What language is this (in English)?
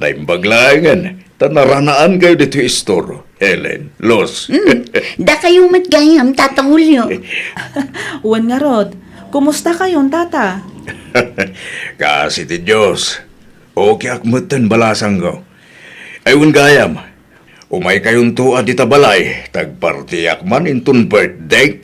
Iloko